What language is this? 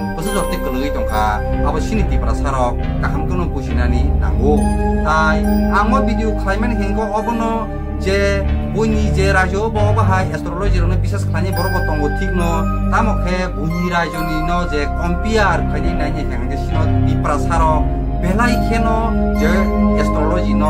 Kok Borok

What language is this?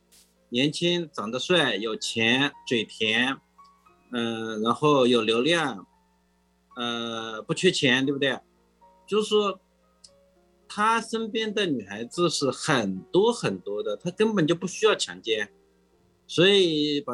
Chinese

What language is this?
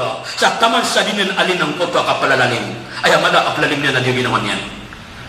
Maranao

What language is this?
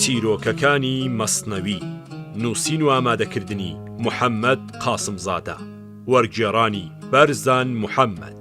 Central Kurdish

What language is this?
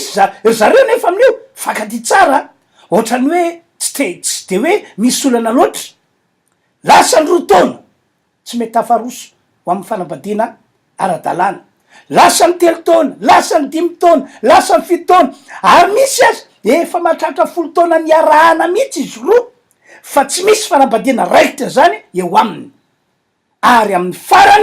Malagasy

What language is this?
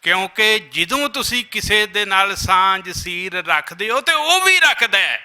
Western Panjabi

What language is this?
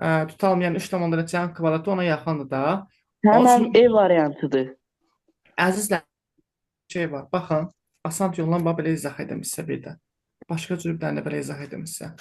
Azerbaijani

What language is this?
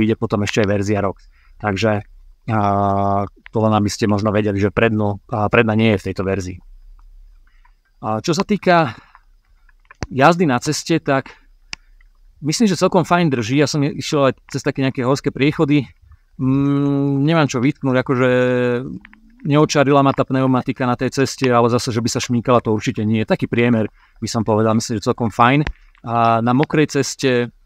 Slovak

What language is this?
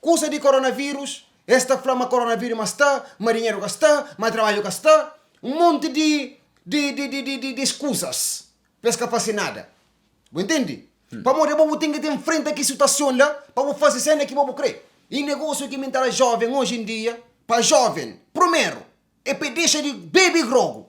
Kabuverdianu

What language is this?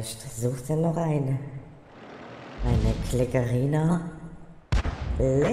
German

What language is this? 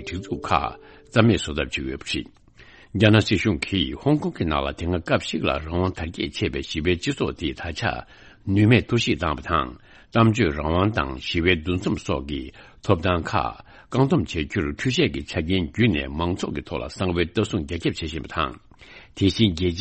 Tibetan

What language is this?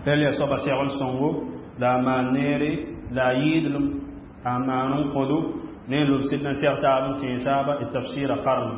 Mossi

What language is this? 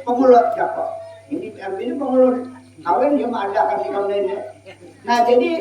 Banjar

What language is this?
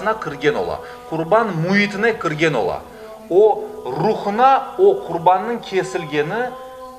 Crimean Tatar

